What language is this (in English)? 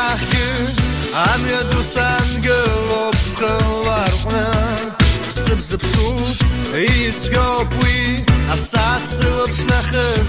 Abkhazian